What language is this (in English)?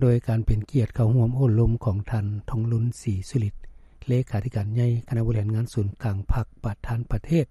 Lao